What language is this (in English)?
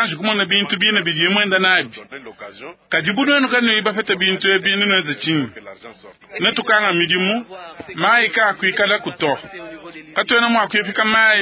Luba-Lulua